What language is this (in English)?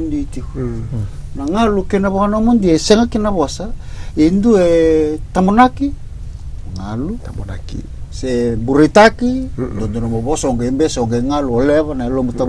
Fijian